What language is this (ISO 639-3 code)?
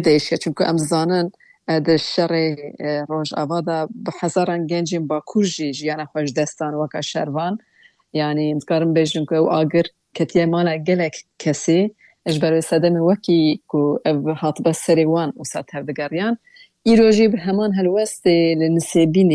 kur